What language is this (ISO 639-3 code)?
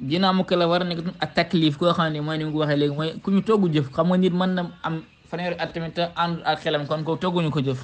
wol